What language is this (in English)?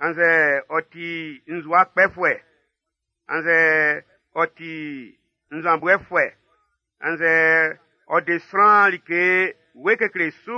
Baoulé